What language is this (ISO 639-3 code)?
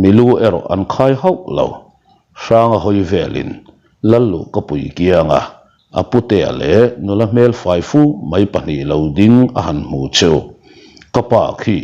lus